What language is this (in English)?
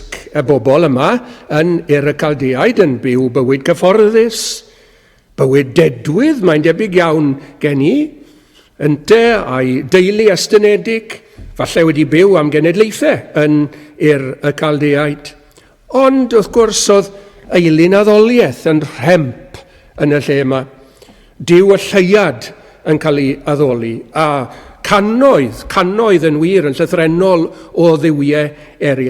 Welsh